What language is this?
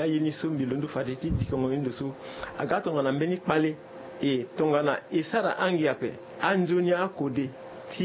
Sango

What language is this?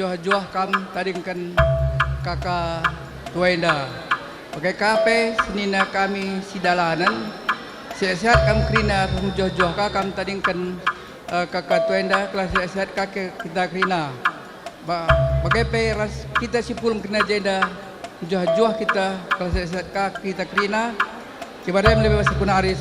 Batak Karo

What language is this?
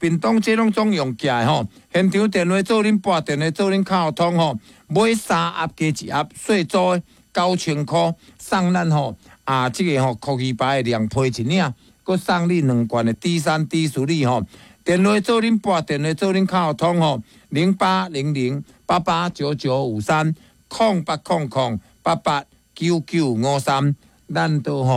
Min Nan Chinese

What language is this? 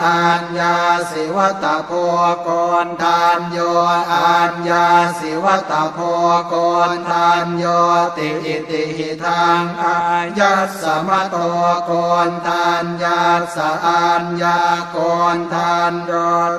Pali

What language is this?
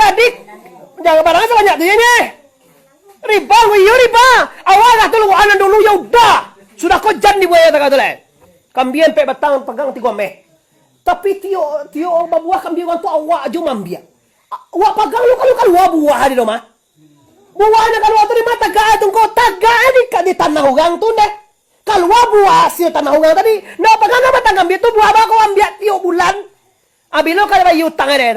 Minangkabau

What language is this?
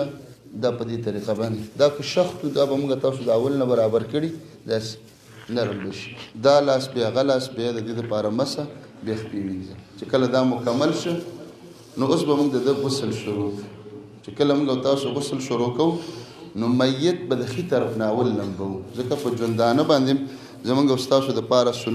Pashto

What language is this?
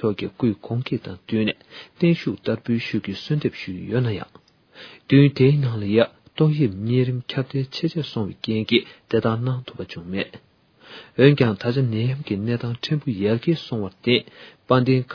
Tibetan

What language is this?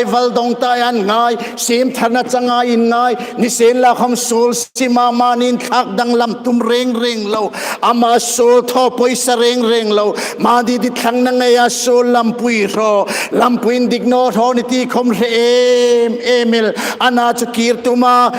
Hmar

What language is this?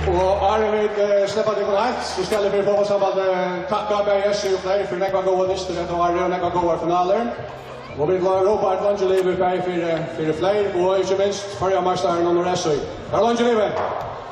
Faroese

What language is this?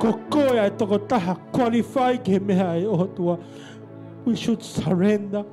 Tongan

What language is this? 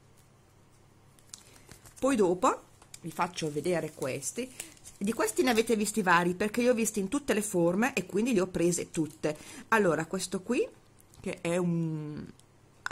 Italian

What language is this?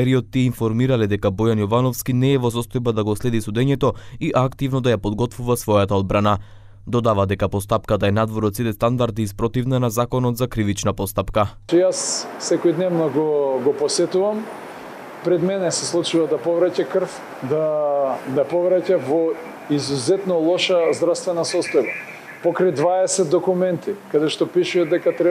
Macedonian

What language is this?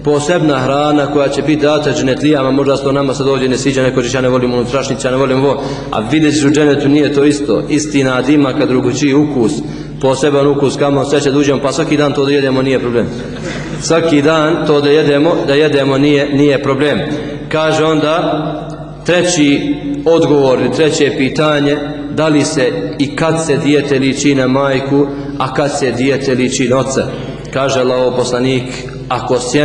Bosnian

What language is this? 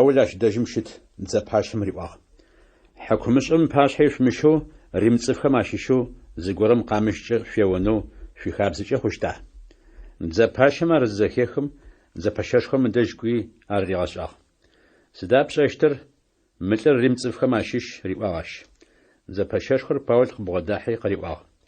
Adyghe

